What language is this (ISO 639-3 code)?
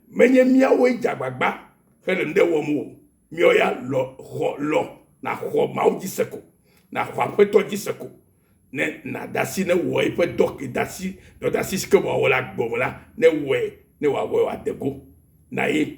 ewe